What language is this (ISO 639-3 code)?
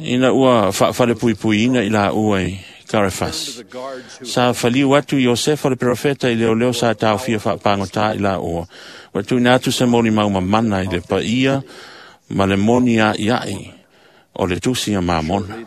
smo